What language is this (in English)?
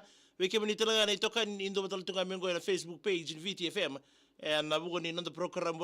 Fijian